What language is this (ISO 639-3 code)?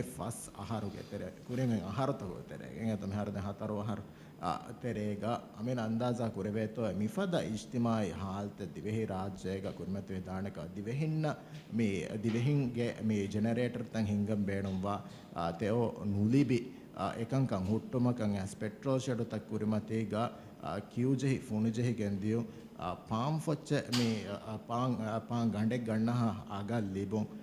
div